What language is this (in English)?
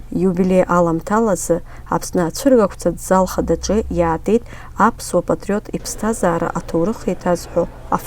Abkhazian